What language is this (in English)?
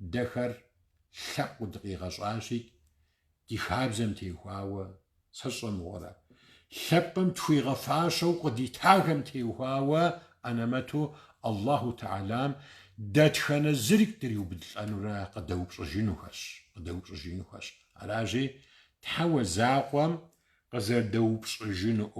Kabardian